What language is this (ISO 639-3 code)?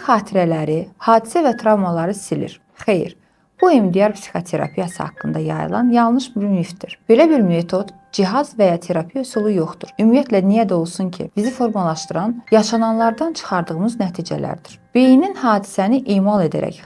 aze